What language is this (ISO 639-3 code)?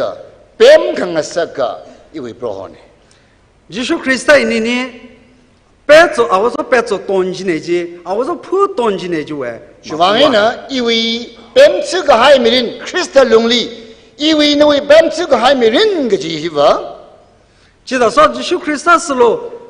nmf